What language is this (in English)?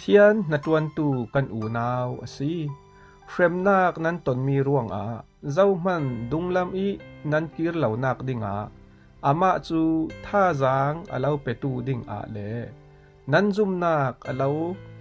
Falam Chin